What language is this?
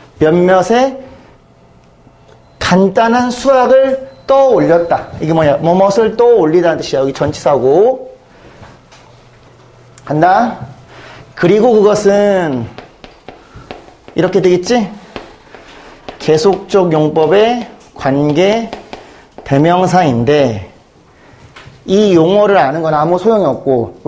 Korean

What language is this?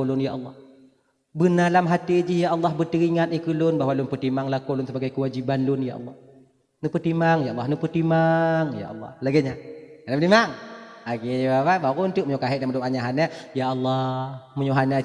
Achinese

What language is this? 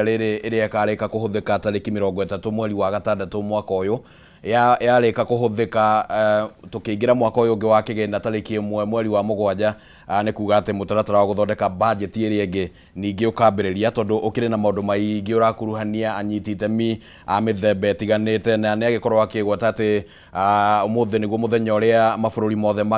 Kikuyu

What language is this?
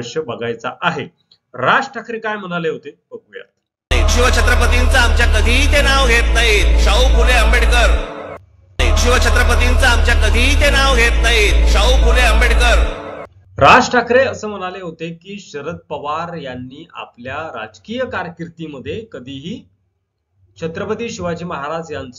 Marathi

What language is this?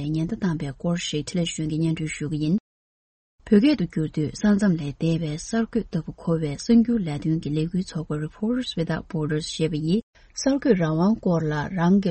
Tibetan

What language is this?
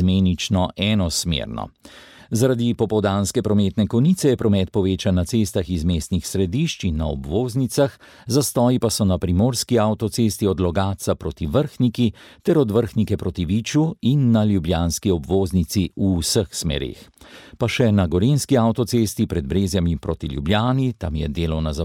Slovenian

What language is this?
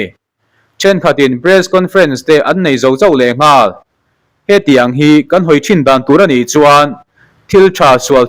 Mizo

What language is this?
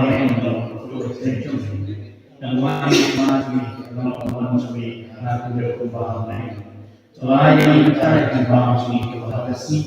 Khasi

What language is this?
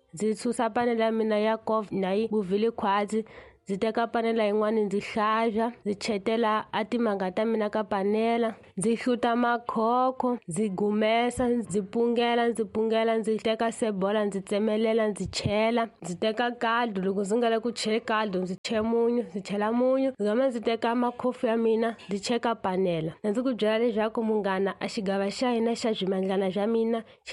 Tsonga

